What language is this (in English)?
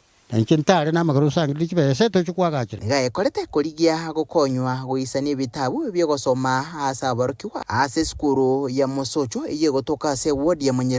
Gusii